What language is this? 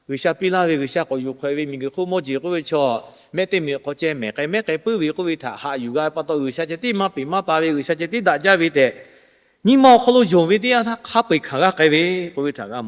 Lahu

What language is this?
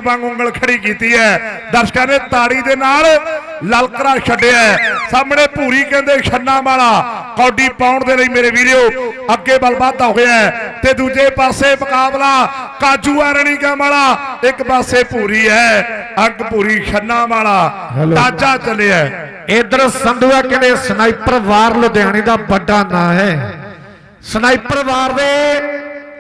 Punjabi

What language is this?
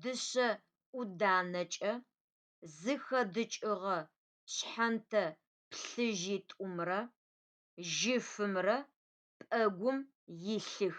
Adyghe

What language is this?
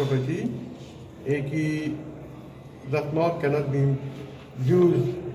Morisyen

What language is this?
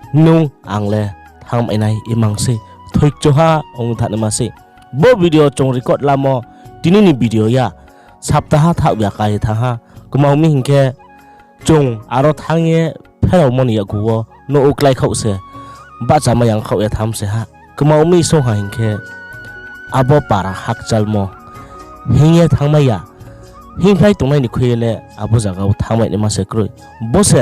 Riang (India)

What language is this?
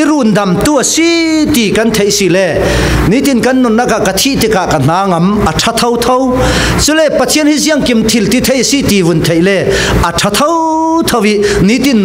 Falam Chin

